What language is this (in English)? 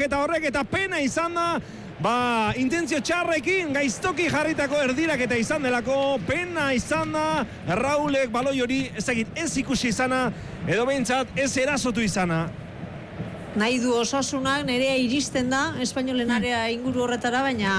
Basque